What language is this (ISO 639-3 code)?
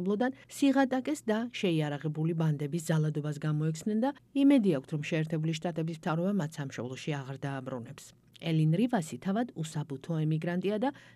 kat